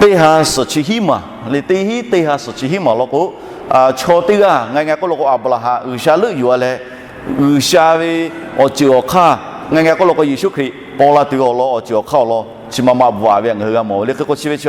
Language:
Lahu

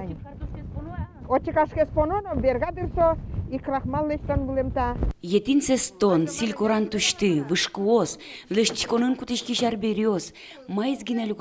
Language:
Udmurt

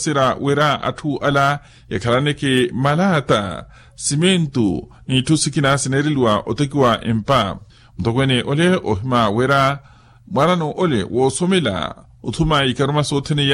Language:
Makhuwa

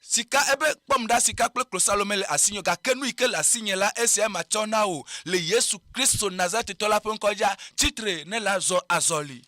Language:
Ewe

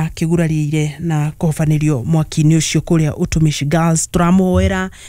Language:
Kikuyu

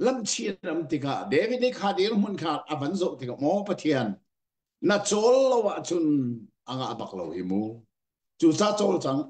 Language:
Hakha Chin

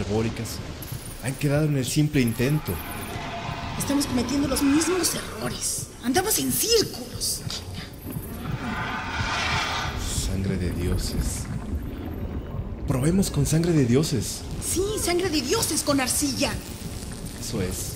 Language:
Spanish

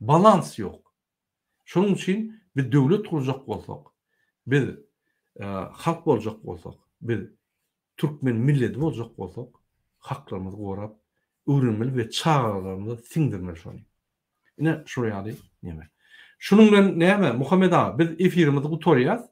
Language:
Turkmen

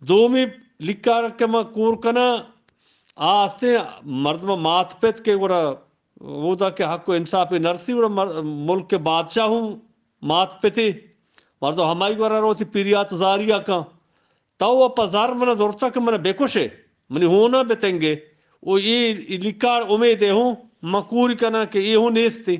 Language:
Eastern Balochi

